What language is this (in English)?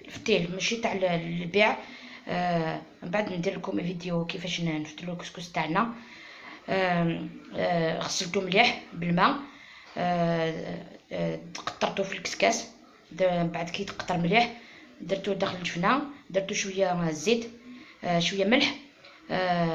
Algerian Arabic